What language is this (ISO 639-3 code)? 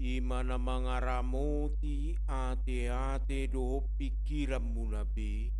bbc